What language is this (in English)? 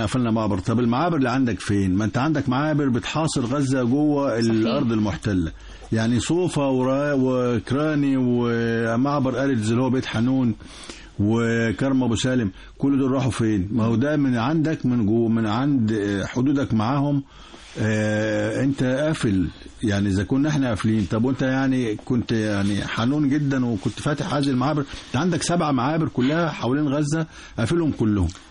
Egyptian Arabic